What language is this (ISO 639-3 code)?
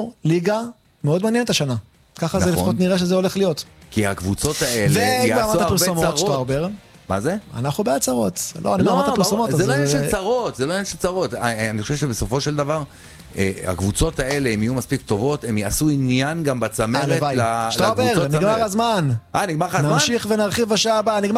heb